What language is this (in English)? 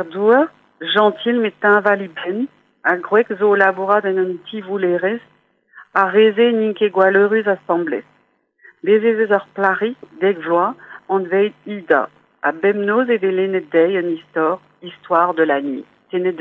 Breton